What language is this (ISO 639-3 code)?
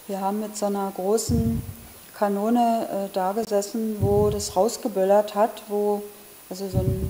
deu